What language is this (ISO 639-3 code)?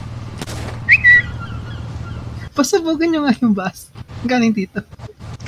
fil